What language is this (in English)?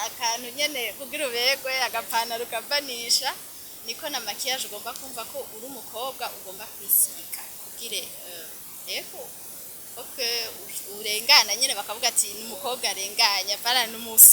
Rundi